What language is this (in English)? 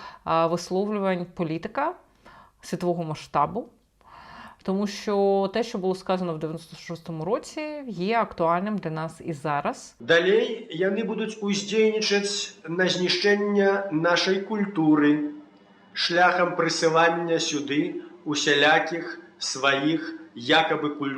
Belarusian